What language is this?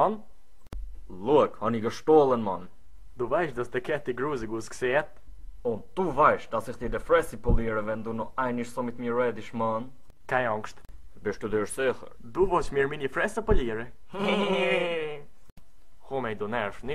Swiss German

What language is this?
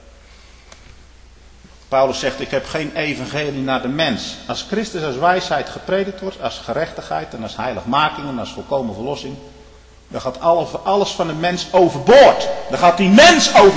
Dutch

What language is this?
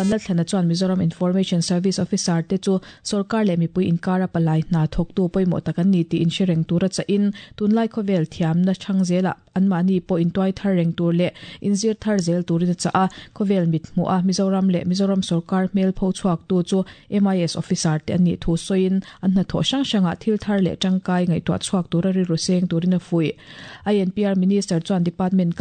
Mizo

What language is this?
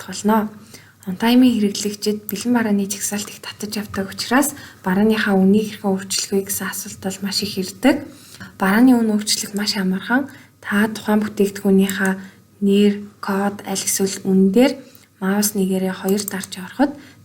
Mongolian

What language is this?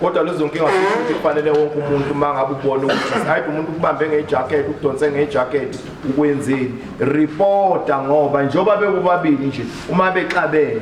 Zulu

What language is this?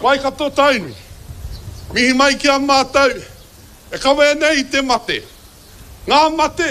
Māori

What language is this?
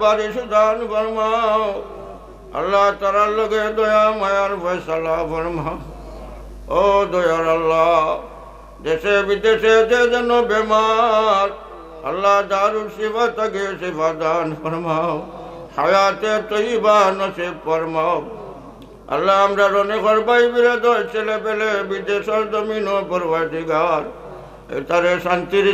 Sylheti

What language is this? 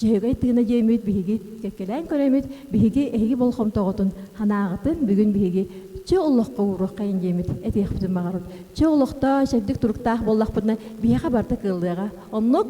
Yakut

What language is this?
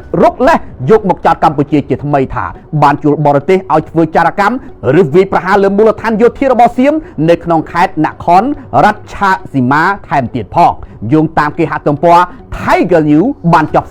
Khmer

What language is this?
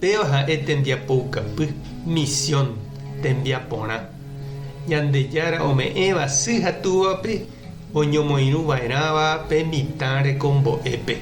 Guarani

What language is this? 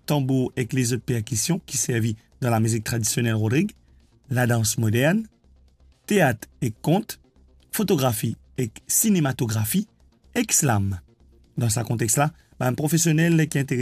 Morisyen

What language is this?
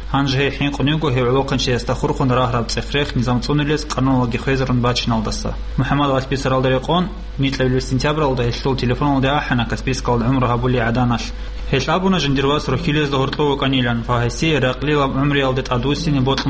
Avaric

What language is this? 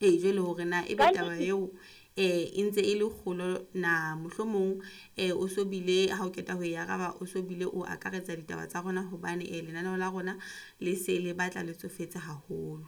Southern Sotho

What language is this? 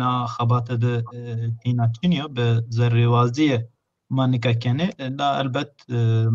Zaza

